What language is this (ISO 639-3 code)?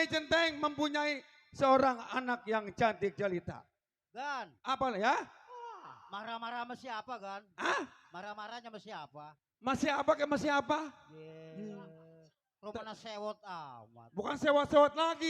bew